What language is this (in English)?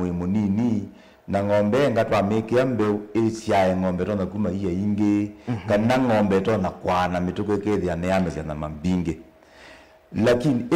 Kamba